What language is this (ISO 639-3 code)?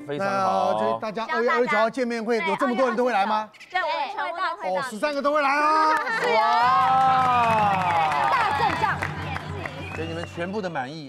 zho